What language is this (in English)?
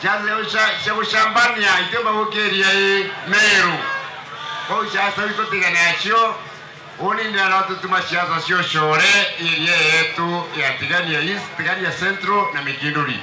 Meru